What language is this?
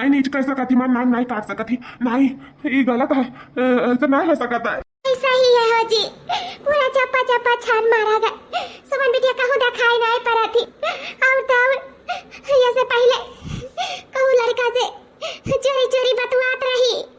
Awadhi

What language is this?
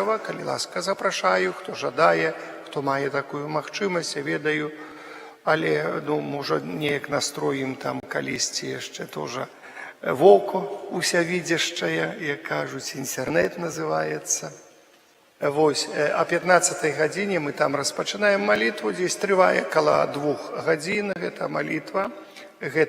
Belarusian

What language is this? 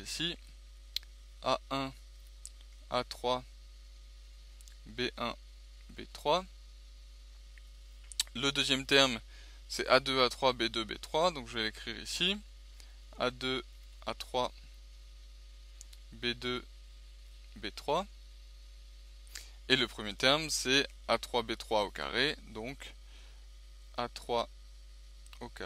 French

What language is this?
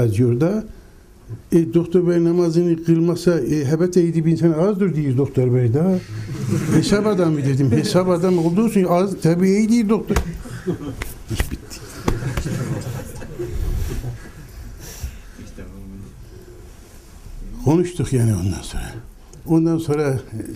Turkish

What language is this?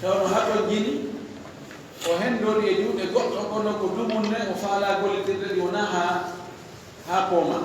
Fula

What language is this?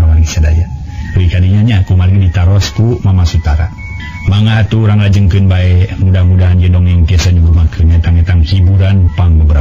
Sundanese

